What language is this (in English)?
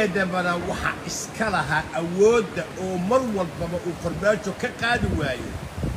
Somali